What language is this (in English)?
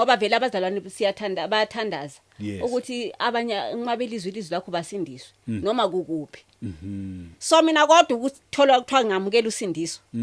Zulu